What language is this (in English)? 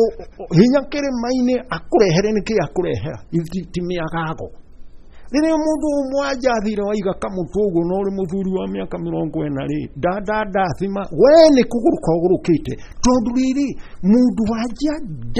Kikuyu